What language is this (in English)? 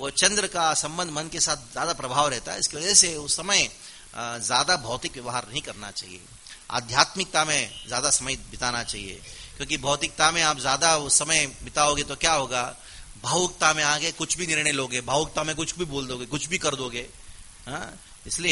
Hindi